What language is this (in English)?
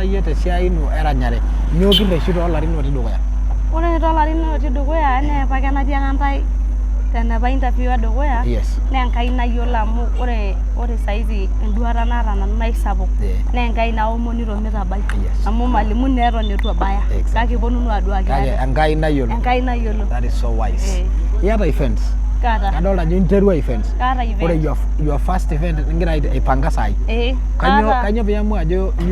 Masai